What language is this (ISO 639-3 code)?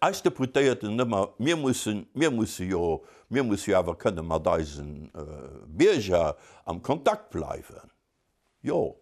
ltz